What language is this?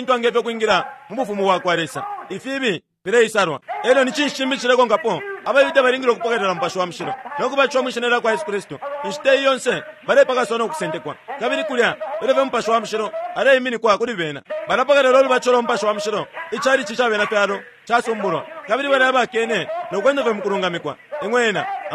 Bemba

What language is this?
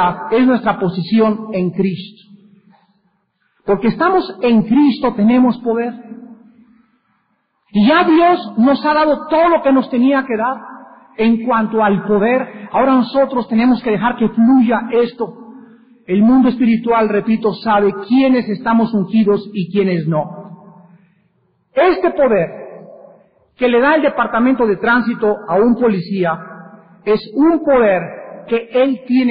Spanish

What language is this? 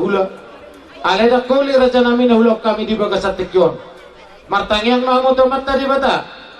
Batak Toba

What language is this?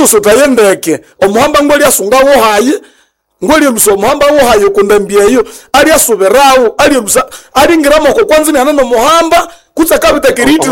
Nande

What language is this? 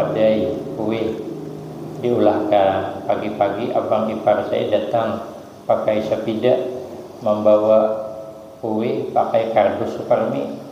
Banjar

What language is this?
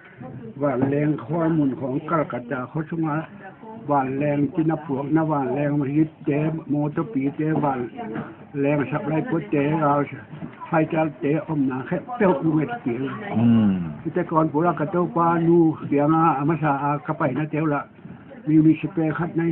Tedim Chin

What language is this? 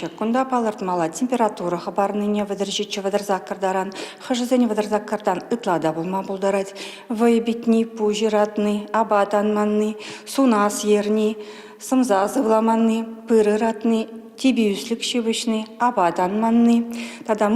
Chuvash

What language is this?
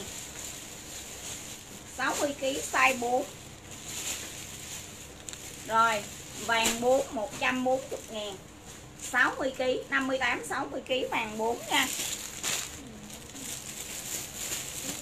Vietnamese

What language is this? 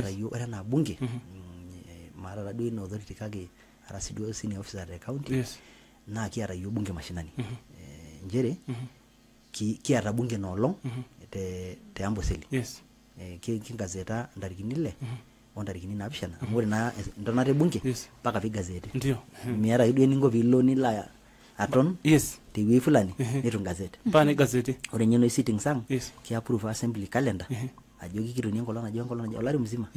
Masai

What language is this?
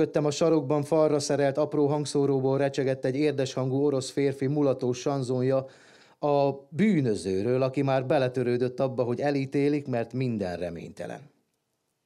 Hungarian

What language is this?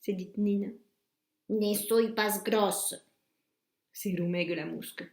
Occitan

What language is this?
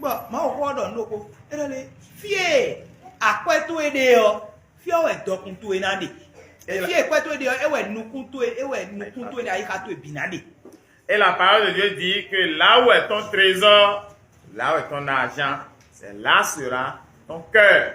Fon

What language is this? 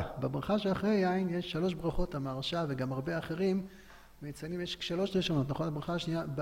Hebrew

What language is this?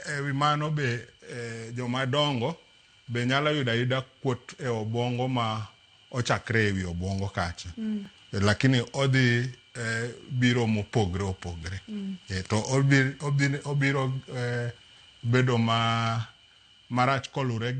Luo (Kenya and Tanzania)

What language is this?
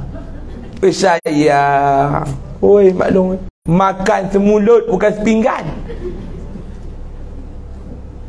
Malay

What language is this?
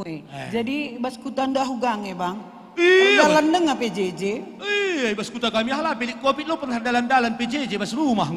Batak Karo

